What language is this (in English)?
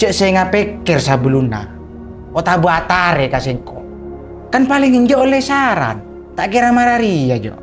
Madurese